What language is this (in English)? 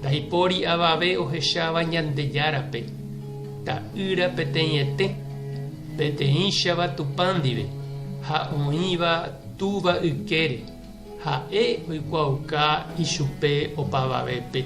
Guarani